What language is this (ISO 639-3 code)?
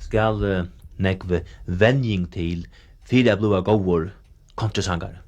fao